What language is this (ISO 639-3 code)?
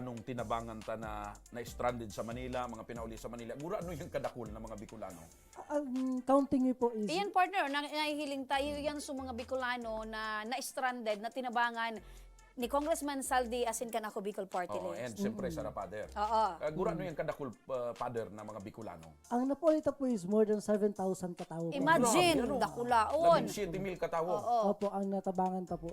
bik